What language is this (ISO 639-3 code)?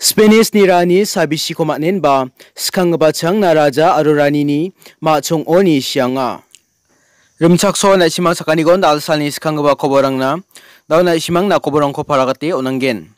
grt